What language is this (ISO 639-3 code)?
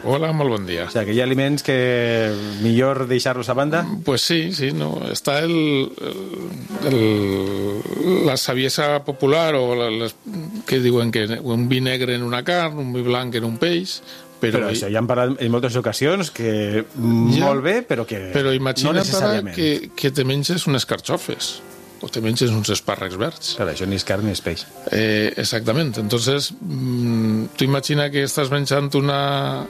cat